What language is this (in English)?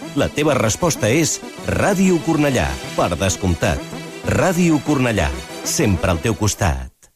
Catalan